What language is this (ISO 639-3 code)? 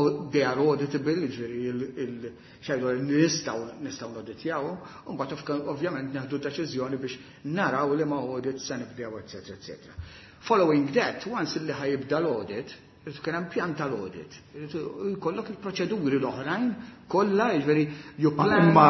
mlt